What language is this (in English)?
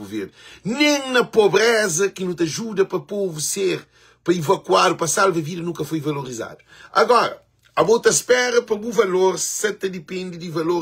Kabuverdianu